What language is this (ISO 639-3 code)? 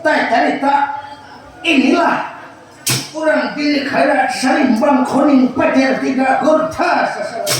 bjn